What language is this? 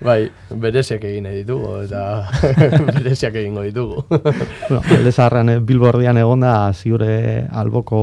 Basque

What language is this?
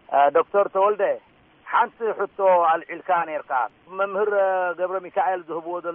Tigrinya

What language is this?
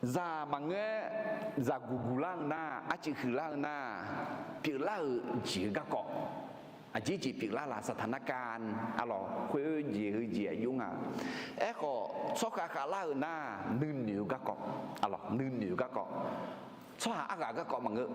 Akha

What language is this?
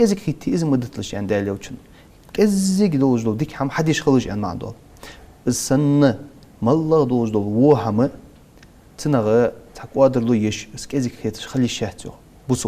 Ingush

